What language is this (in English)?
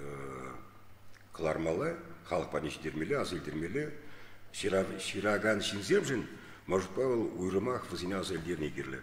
Chuvash